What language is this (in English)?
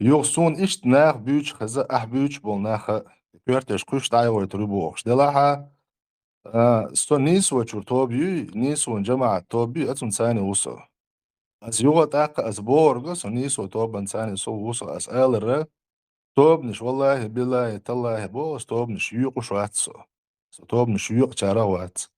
Chechen